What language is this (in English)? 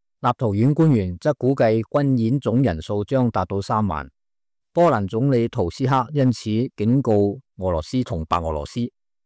Cantonese